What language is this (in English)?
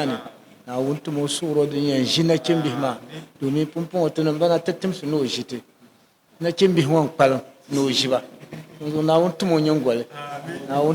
Dagbani